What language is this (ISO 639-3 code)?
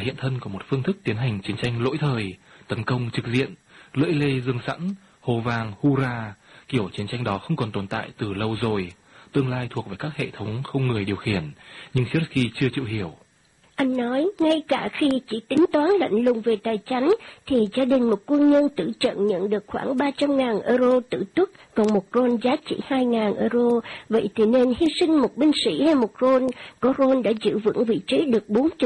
vie